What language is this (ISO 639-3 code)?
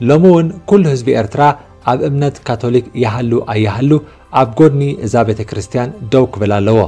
tir